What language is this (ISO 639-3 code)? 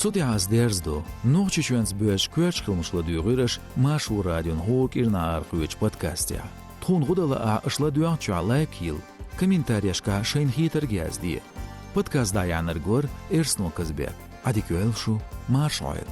che